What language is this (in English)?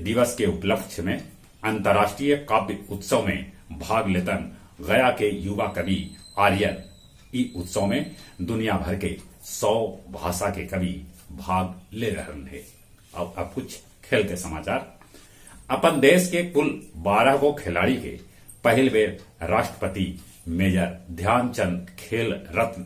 Magahi